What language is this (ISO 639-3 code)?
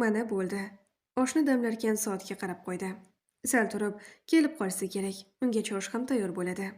uzb